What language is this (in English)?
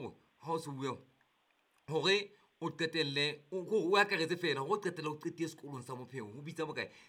Southern Sotho